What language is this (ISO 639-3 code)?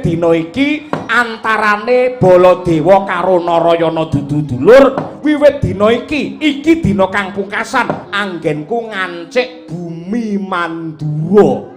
jav